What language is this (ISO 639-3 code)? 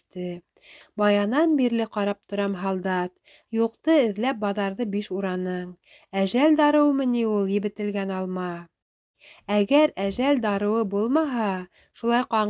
bak